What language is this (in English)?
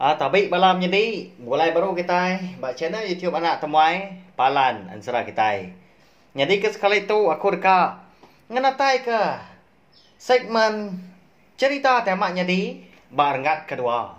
Iban